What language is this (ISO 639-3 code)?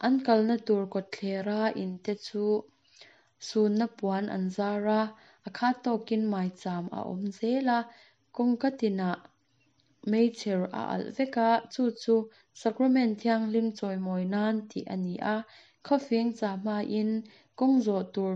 lus